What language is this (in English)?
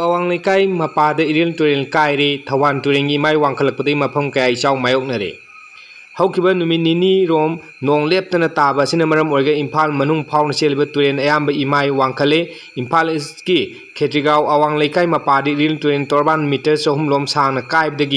Manipuri